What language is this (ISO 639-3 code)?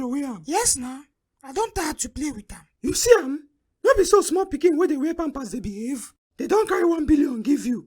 pcm